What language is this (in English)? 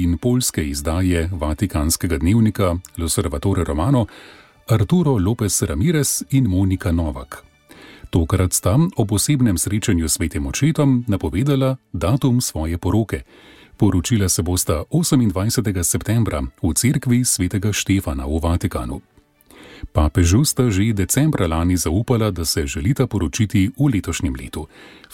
Slovenian